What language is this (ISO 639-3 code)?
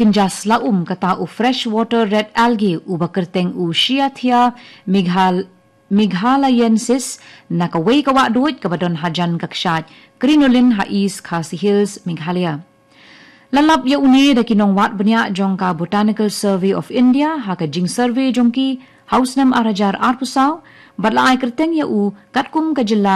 kha